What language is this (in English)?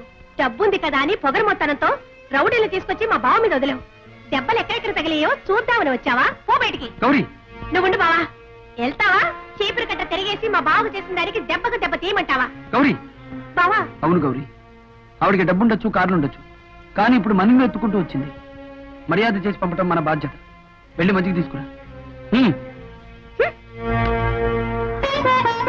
Telugu